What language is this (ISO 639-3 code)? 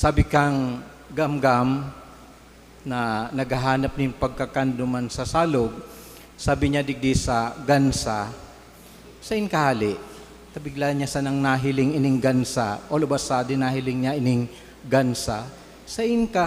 bik